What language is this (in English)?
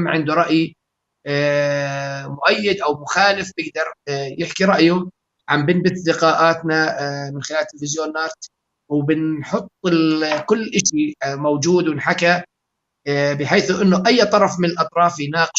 North Levantine Arabic